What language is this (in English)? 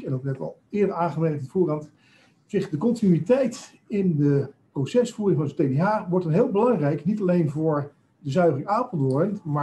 Dutch